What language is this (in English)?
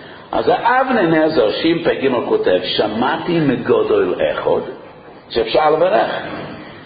Hebrew